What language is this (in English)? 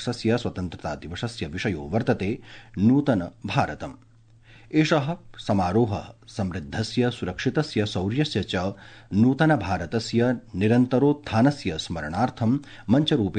Sanskrit